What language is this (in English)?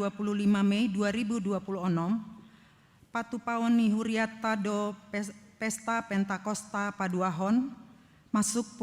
Batak Toba